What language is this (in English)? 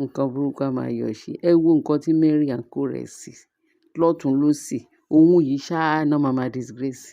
Yoruba